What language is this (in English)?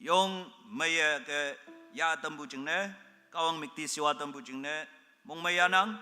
Konyak Naga